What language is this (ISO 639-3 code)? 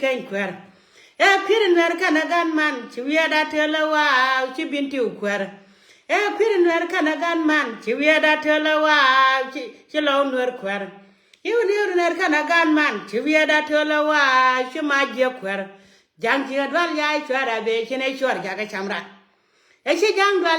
nus